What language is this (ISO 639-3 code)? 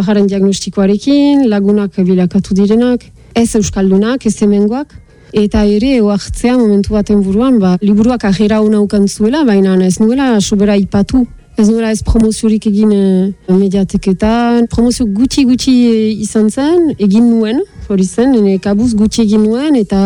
eus